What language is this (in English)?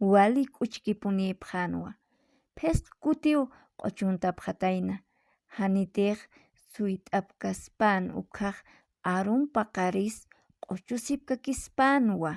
Aymara